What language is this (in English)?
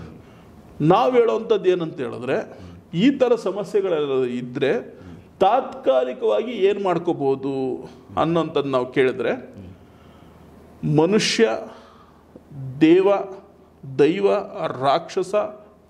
Kannada